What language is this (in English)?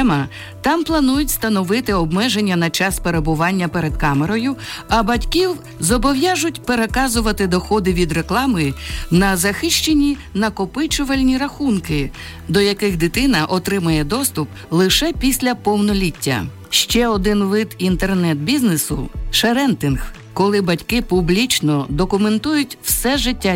Ukrainian